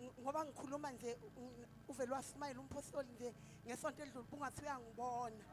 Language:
Zulu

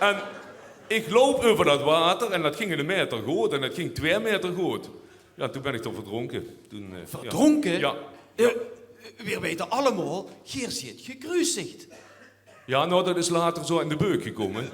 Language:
Limburgish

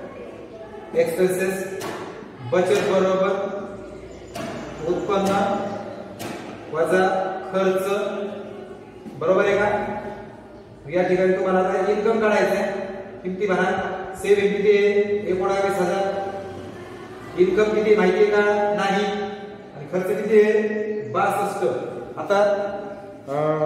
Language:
Marathi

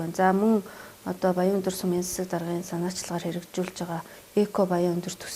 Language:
Mongolian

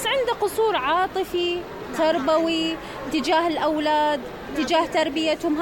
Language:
Mesopotamian Arabic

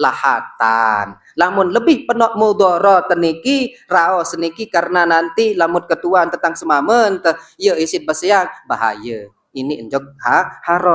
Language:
Sasak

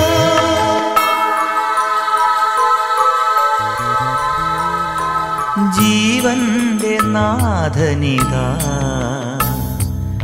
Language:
Malayalam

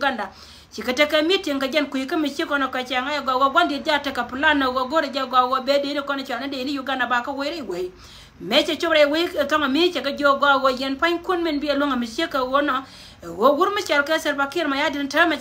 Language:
Nuer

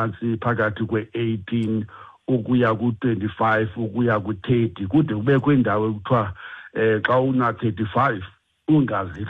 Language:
Xhosa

